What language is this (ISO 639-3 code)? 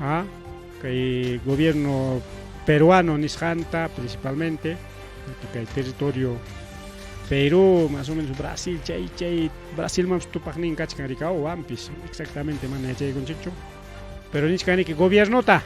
quy